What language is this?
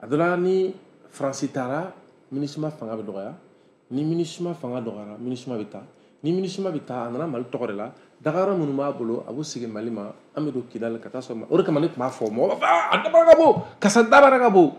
Bambara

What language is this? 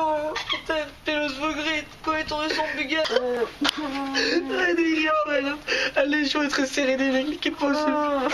Breton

